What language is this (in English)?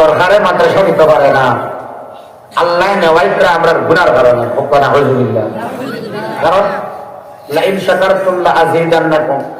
Sylheti